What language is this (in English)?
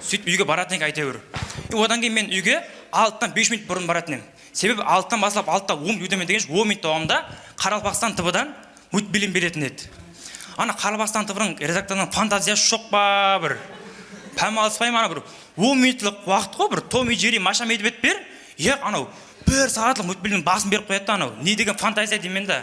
Kara-Kalpak